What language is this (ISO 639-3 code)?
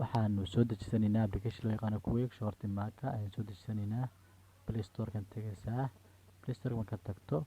som